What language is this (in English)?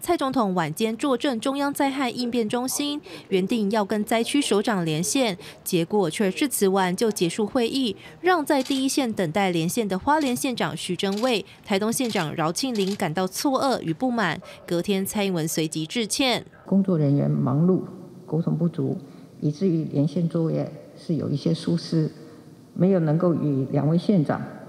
Chinese